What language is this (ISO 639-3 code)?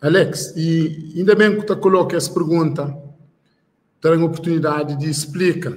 kea